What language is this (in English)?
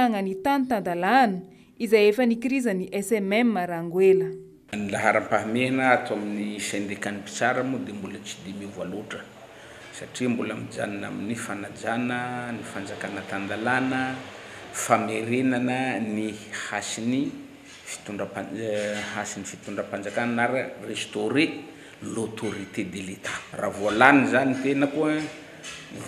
Malagasy